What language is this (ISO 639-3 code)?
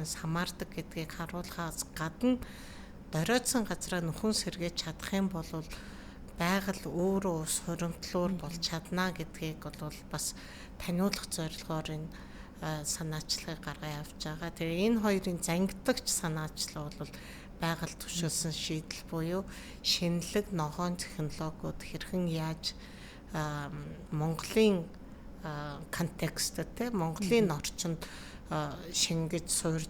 mon